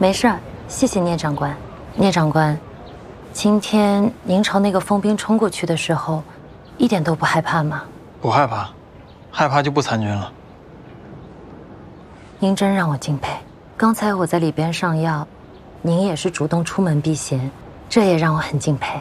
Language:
Chinese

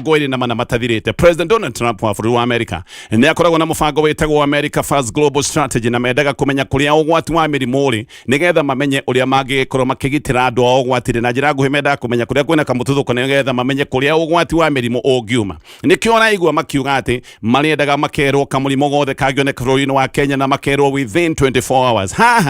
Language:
Kikuyu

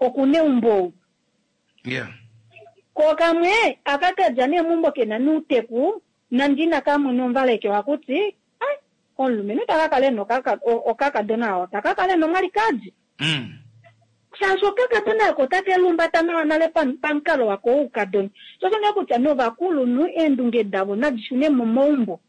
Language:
Kuanyama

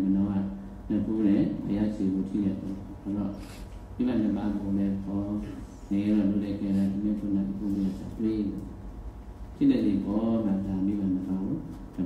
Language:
Burmese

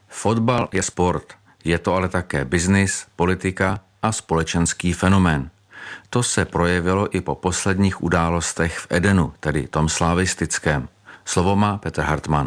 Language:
Czech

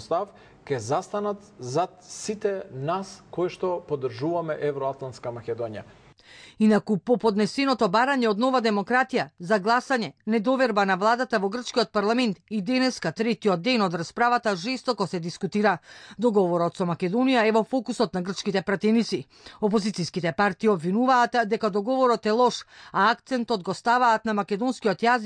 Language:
Macedonian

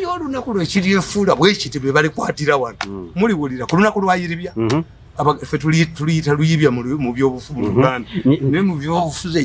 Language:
Ganda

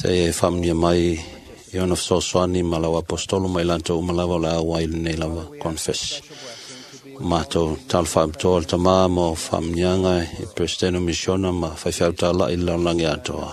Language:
Samoan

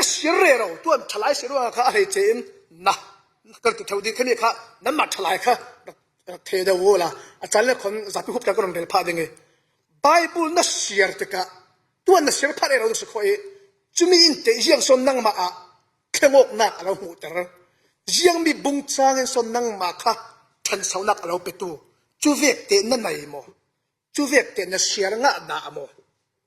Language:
Falam Chin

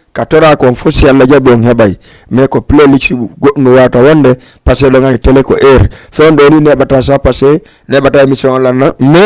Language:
Fula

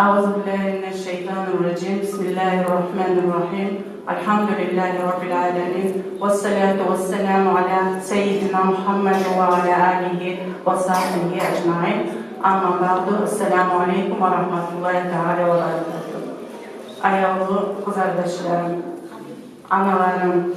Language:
Kumyk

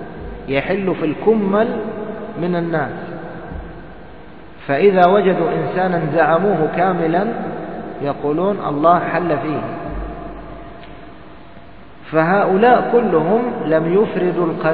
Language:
Arabic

